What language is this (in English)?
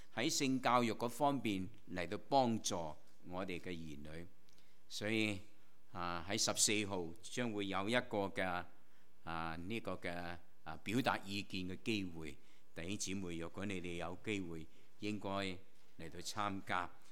Cantonese